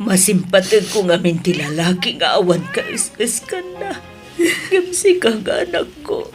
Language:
Iloko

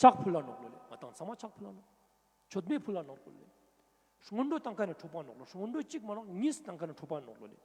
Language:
Ladakhi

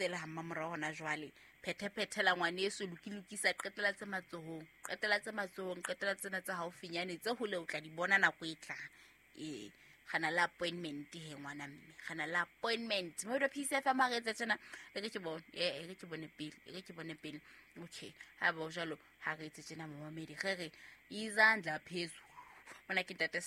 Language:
Southern Sotho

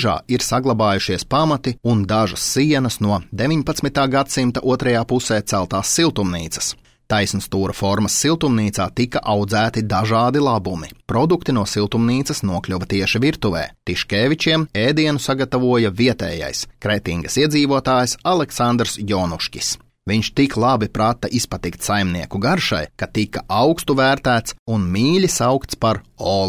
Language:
Latvian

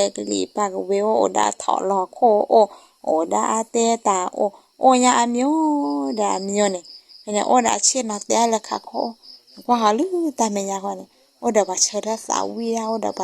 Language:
S'gaw Karen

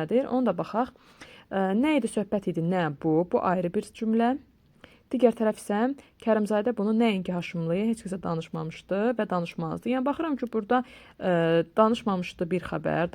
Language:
Azerbaijani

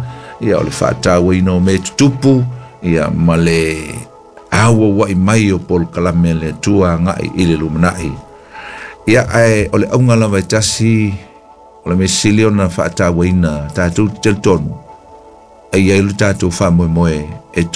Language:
Samoan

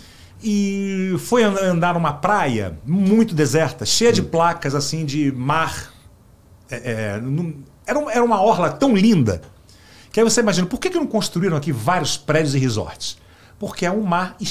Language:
Portuguese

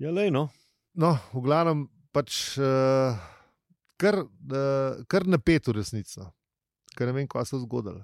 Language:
Slovenian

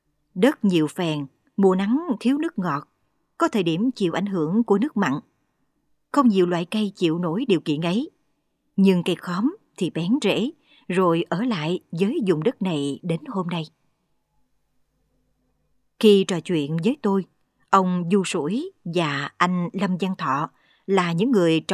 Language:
Vietnamese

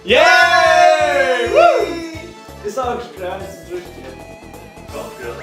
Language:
Faroese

